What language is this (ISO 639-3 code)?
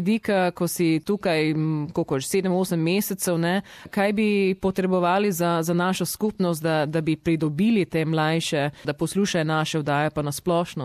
slv